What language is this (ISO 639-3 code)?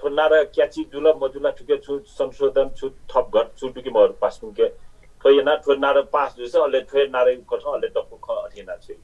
new